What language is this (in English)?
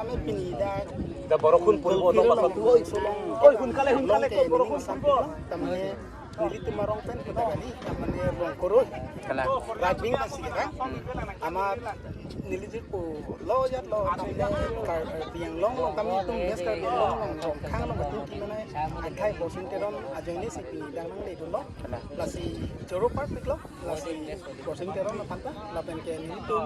Karbi